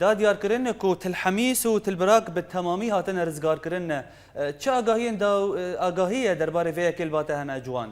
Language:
Kurdish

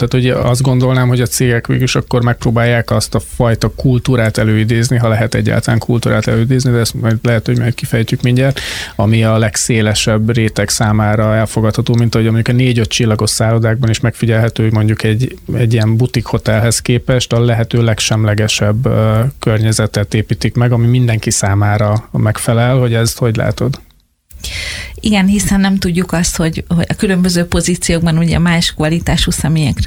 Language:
Hungarian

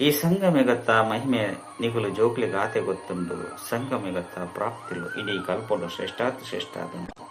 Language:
Tulu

